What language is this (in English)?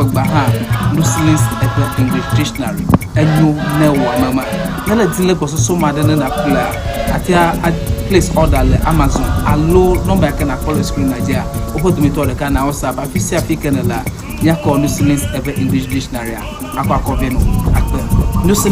Ewe